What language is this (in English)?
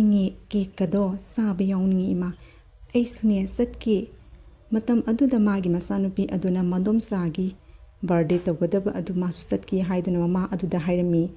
Manipuri